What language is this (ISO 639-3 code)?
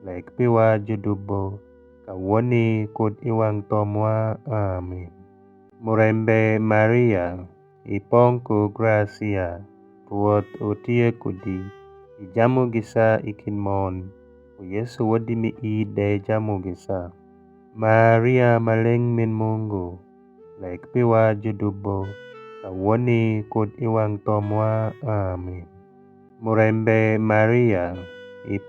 alz